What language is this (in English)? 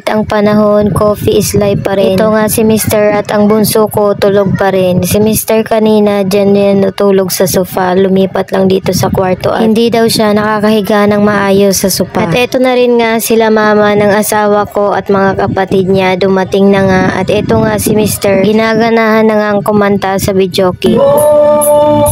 Filipino